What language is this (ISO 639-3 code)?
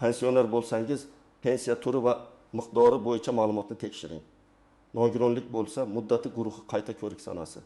uzb